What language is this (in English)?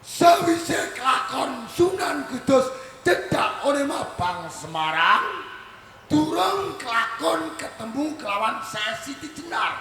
Javanese